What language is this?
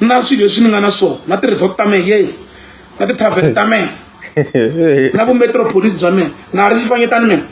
Tsonga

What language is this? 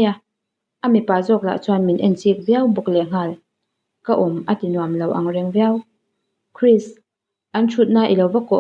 Mizo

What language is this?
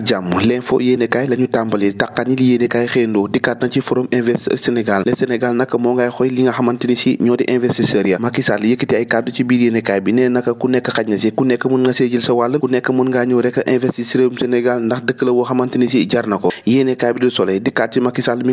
Wolof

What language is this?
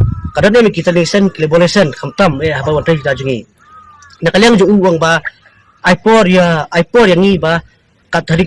Khasi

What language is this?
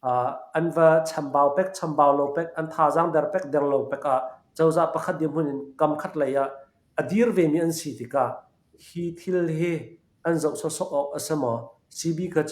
Hakha Chin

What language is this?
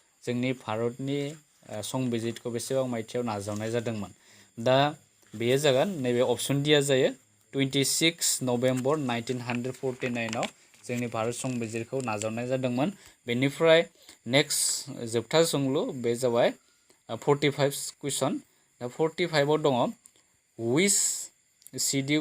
Bodo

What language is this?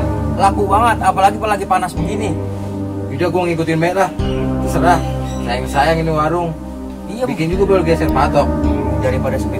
Betawi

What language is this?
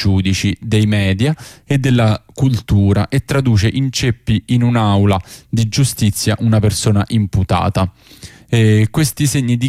Italian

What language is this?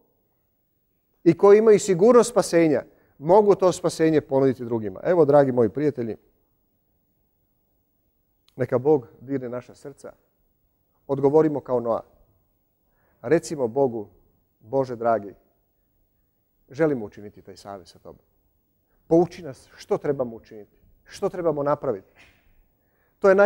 Croatian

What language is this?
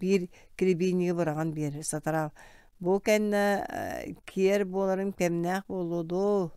Yakut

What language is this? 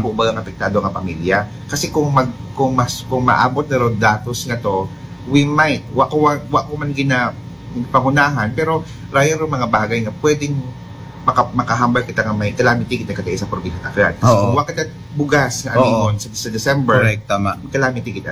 Aklanon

